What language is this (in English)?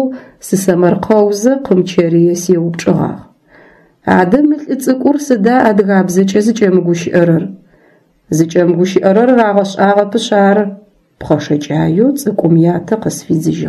Adyghe